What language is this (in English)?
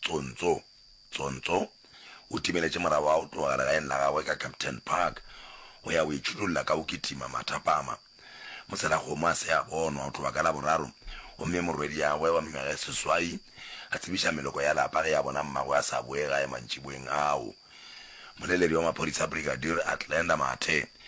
Northern Sotho